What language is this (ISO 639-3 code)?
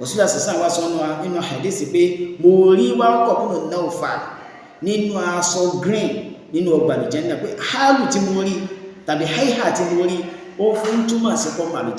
yor